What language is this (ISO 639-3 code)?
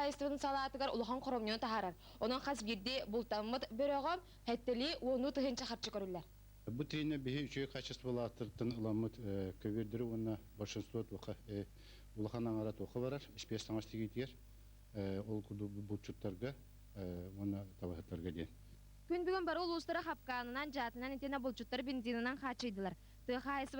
sah